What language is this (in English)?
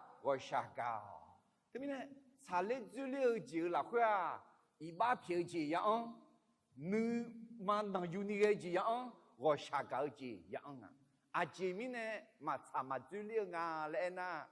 Akha